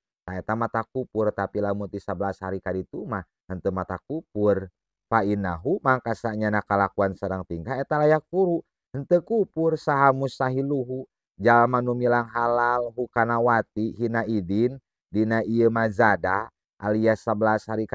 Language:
Sundanese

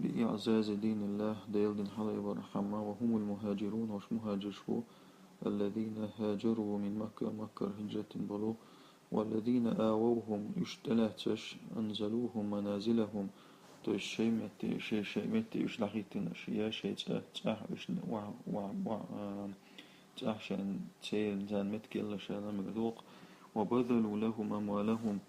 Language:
Chechen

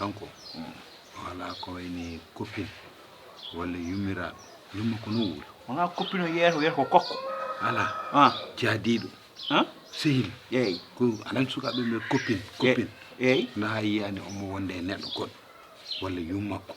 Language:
Fula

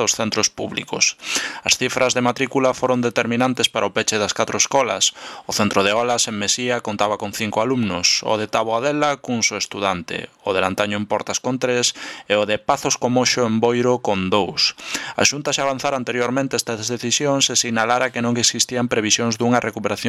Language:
Galician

